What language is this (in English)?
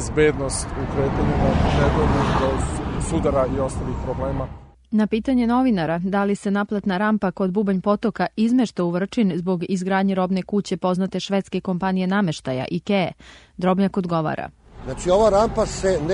Serbian